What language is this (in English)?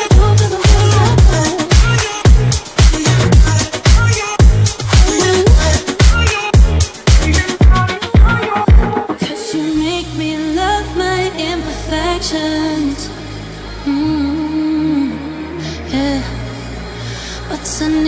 English